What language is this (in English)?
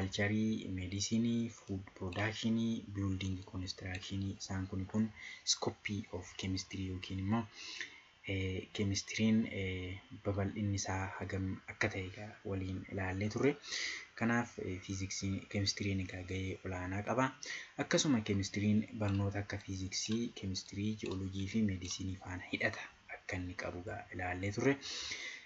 Oromo